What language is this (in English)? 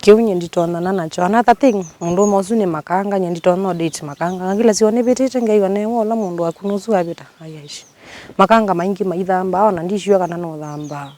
Kamba